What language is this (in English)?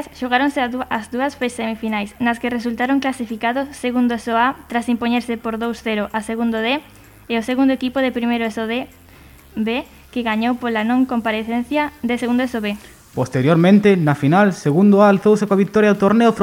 Galician